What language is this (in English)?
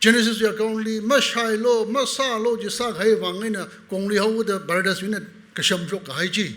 Tangkhul Naga (India)